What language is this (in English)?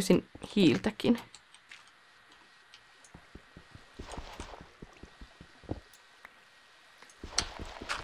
Finnish